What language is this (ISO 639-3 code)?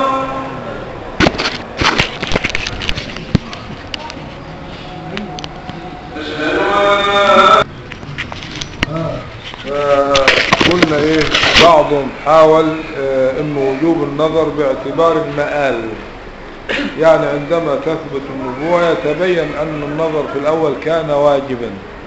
ara